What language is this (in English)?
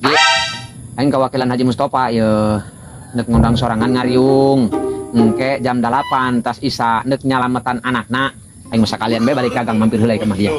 Sundanese